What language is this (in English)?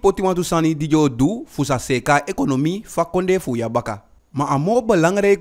Eastern Maroon Creole